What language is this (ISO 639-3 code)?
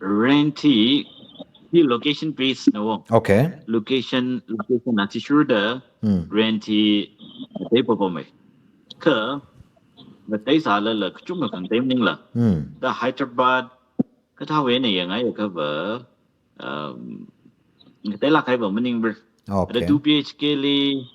nmf